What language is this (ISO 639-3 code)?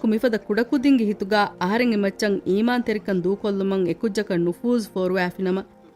div